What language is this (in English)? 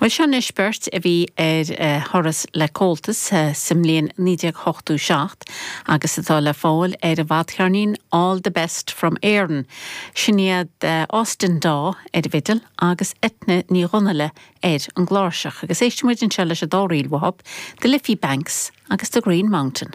Irish